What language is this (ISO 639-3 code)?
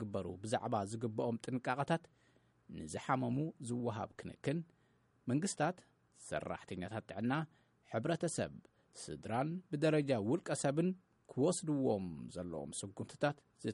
tir